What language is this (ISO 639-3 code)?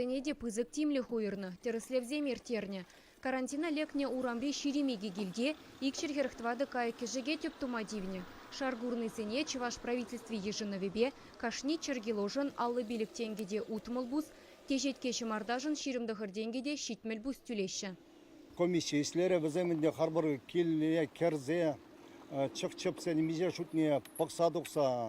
chv